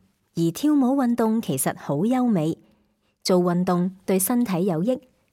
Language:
Cantonese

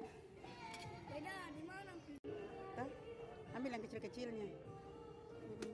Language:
Indonesian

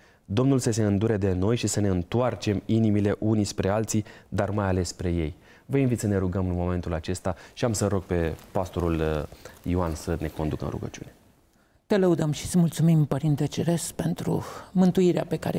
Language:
Romanian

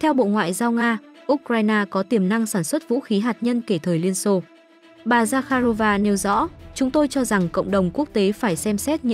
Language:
Vietnamese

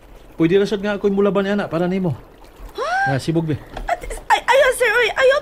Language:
Cebuano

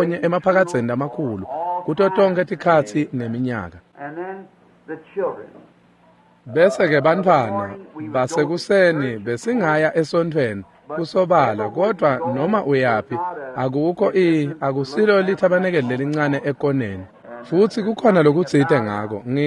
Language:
Swati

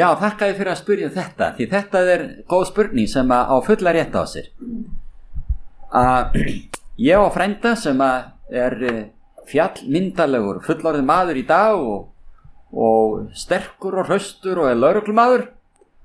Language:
Icelandic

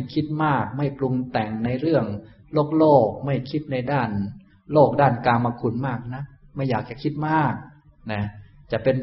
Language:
Thai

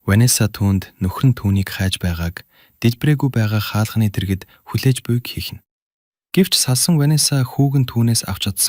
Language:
Mongolian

